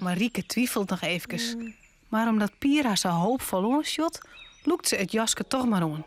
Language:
Western Frisian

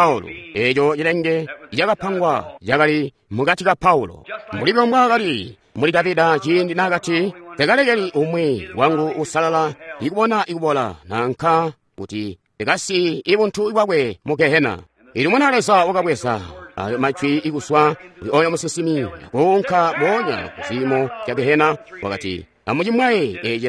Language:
Tonga (Zambia)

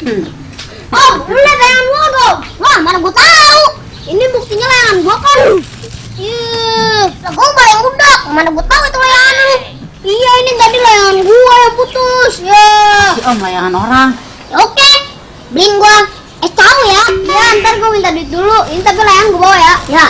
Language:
Betawi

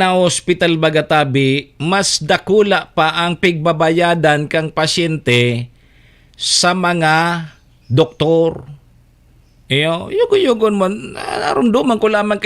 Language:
Bikol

